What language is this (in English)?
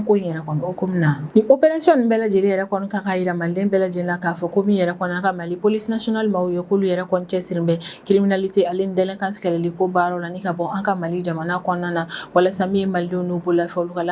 Bambara